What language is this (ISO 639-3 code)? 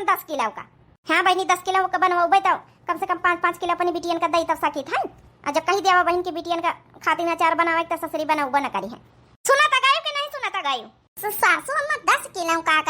awa